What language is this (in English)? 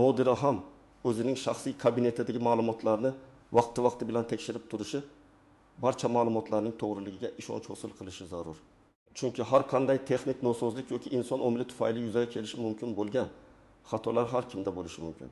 Uzbek